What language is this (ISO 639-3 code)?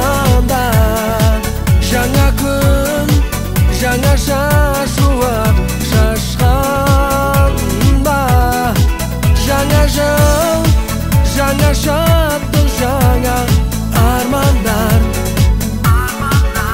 kaz